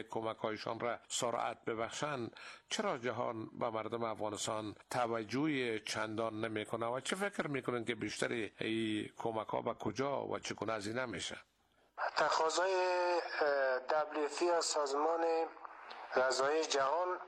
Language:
Persian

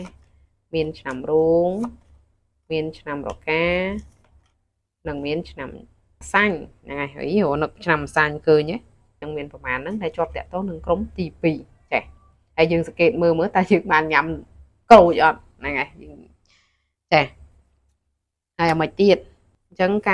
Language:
Khmer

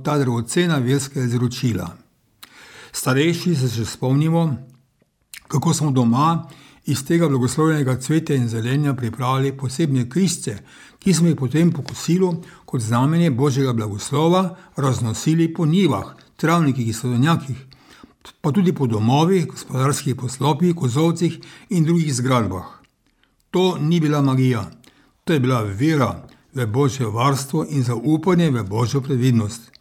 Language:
Slovenian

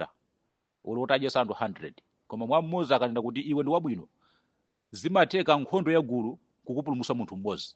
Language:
Nyanja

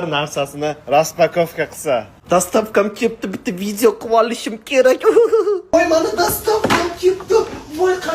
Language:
Uzbek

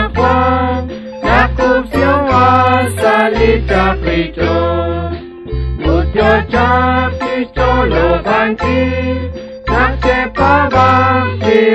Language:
Kekchí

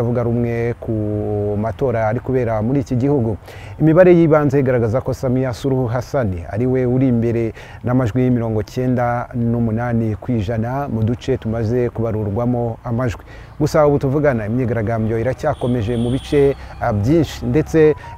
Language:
Kinyarwanda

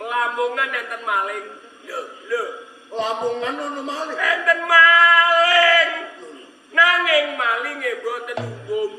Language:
Javanese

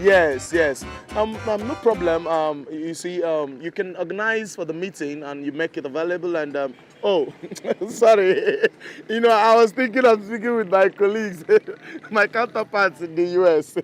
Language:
Nigerian Pidgin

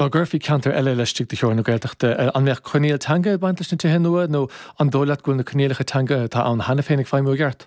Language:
Irish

